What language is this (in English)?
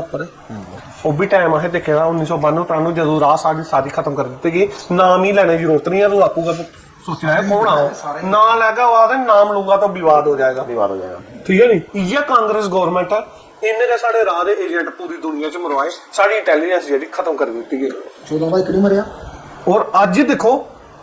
Dogri